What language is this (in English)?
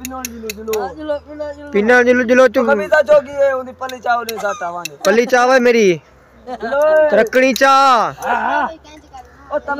Saraiki